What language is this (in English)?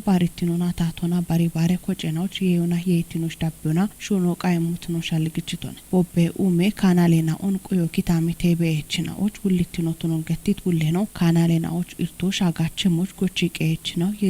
Kafa